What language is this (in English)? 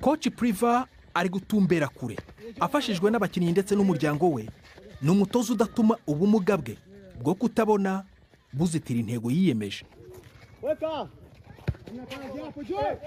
Rundi